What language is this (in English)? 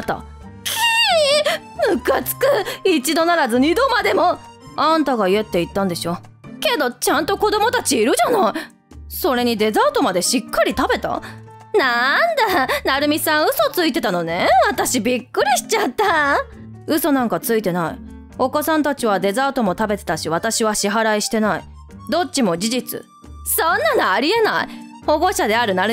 Japanese